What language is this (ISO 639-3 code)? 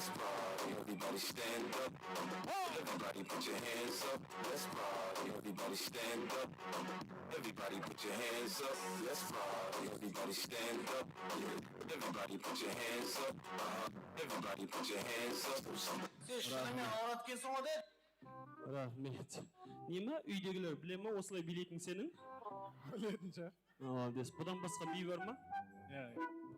kaa